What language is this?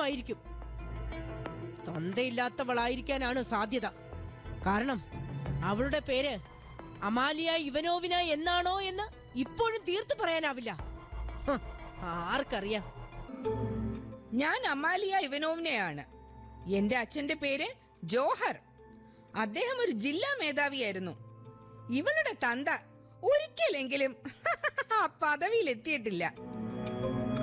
Malayalam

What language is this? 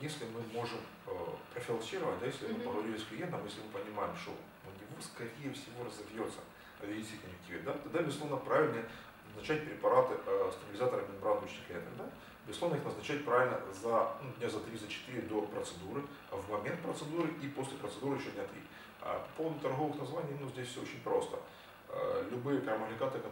Russian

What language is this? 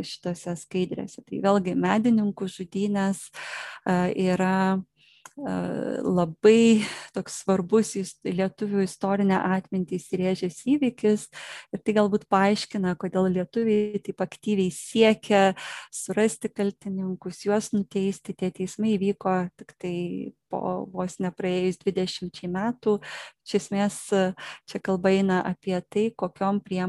Lithuanian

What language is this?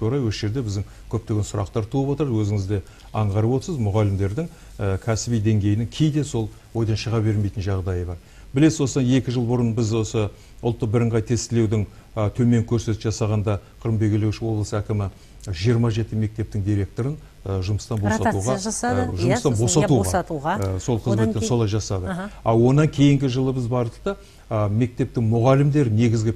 Kazakh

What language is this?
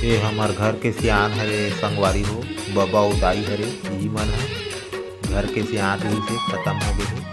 Chhattisgarhi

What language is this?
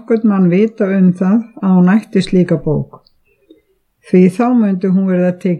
Icelandic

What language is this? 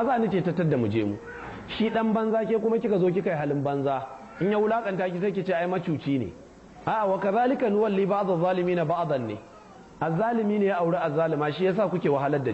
Hausa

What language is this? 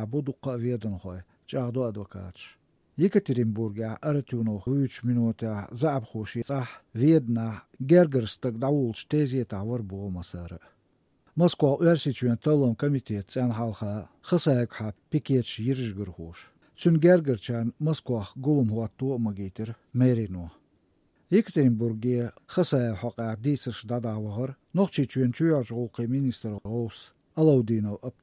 Chechen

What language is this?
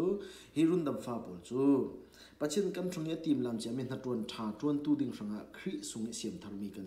Falam Chin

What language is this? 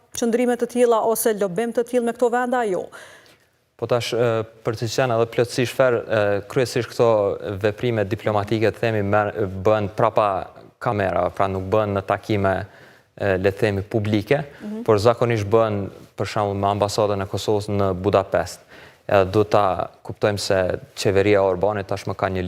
Albanian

